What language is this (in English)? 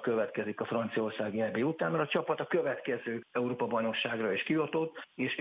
Hungarian